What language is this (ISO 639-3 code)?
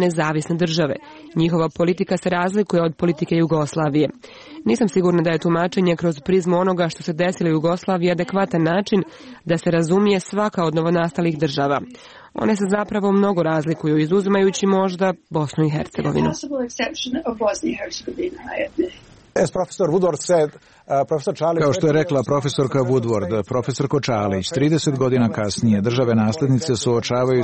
srp